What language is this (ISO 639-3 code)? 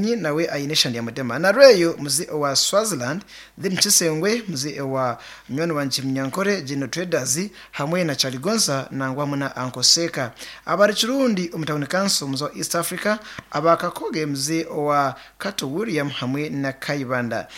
nyn